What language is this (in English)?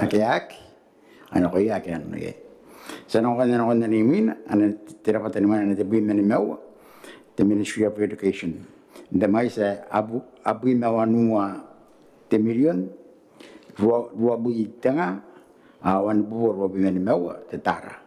Gilbertese